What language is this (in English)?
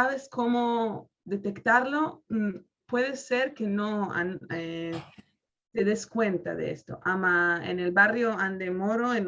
Ladino